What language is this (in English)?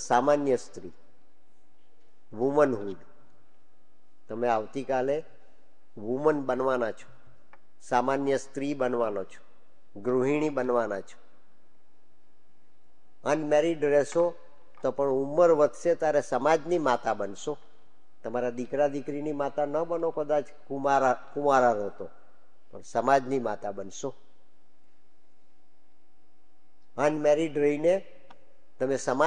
Gujarati